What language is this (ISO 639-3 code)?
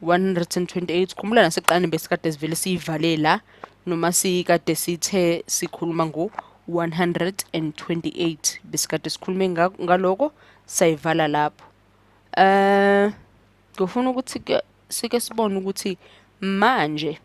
zul